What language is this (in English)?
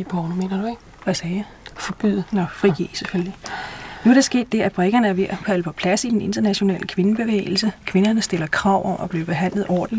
Danish